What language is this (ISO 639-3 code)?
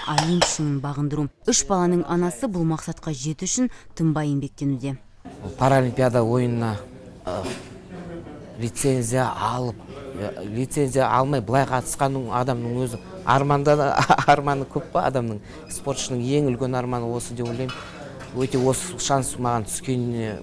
kaz